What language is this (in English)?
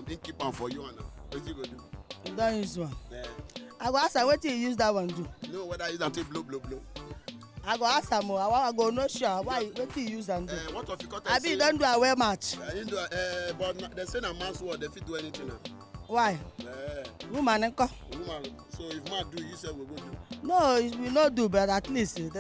Nigerian Pidgin